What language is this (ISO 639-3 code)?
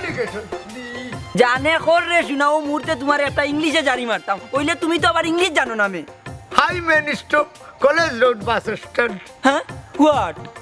syl